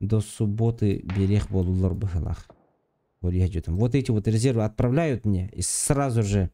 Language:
Yakut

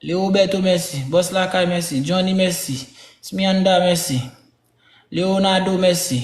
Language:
Haitian Creole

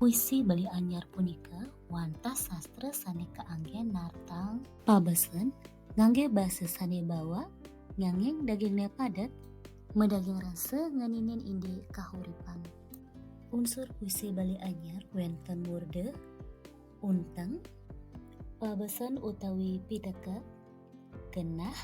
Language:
Balinese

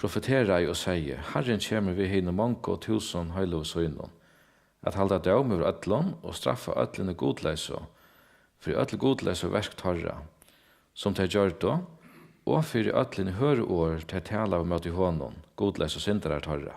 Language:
Faroese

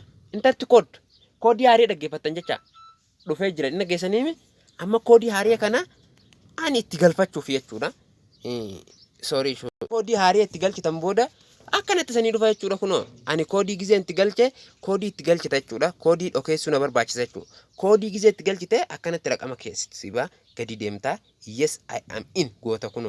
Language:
Oromo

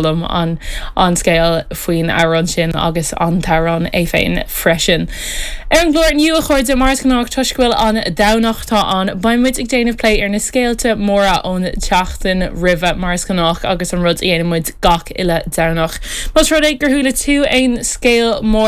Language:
Irish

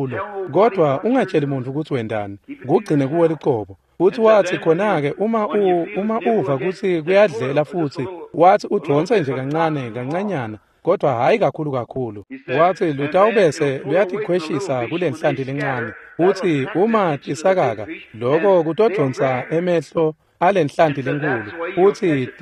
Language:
Swati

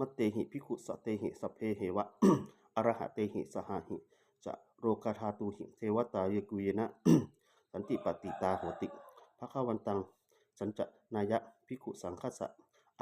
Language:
Pali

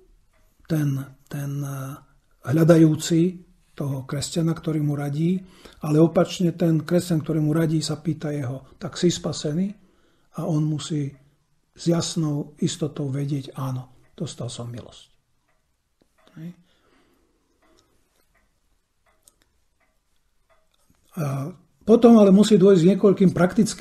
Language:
Slovak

